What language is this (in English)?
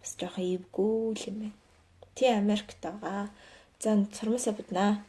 Mongolian